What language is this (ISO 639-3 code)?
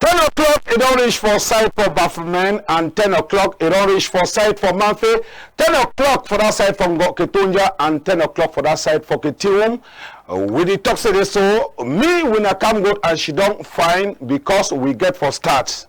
wes